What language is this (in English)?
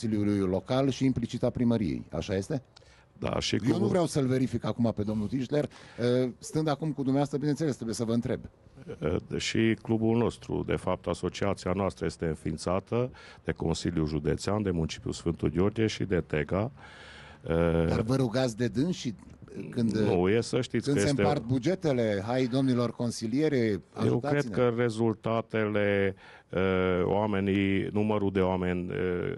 Romanian